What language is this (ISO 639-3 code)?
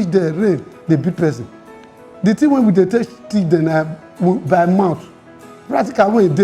pcm